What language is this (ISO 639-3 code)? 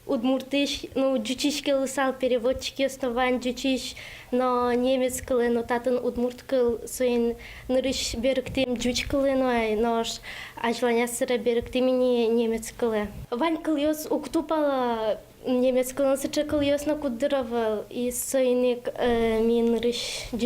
udm